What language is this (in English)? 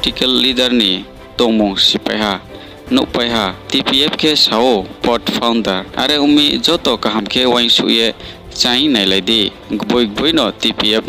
Riang (India)